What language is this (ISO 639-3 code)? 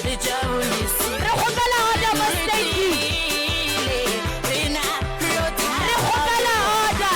nso